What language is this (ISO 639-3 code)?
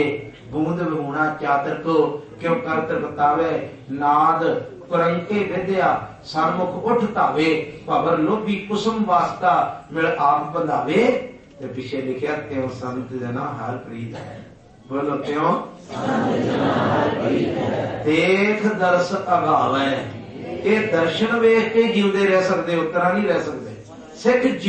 pan